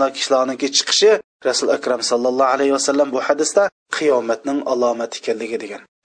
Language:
Uyghur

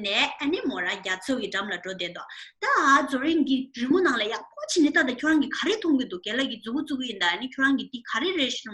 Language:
Tibetan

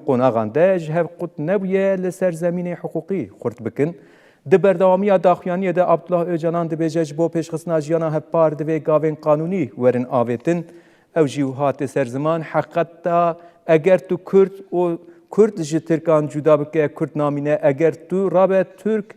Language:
Kurdish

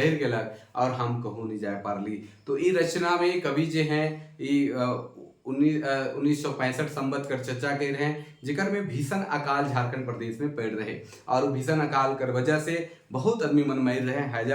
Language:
Sadri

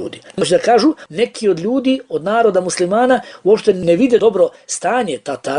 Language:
Bosnian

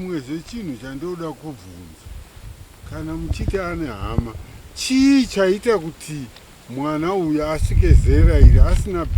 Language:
Shona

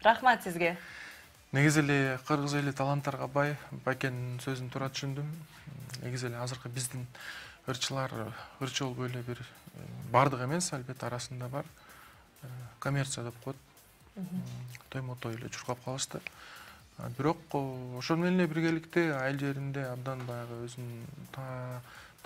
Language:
Kyrgyz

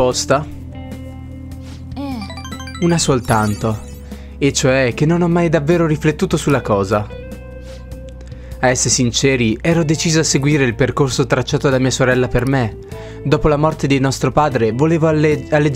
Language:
Italian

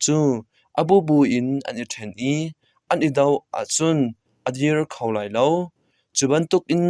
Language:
Hakha Chin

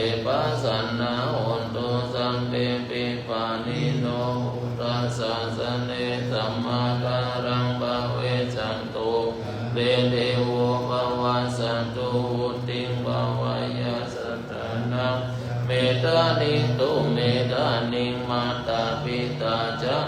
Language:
Pali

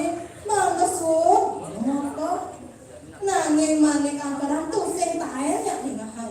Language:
Balinese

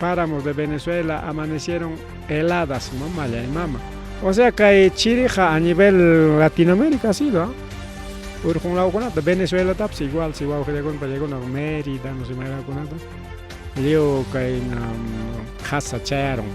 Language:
Ayacucho Quechua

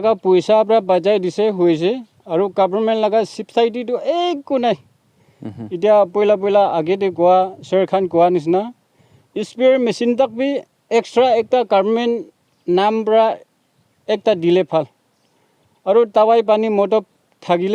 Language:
Naga Pidgin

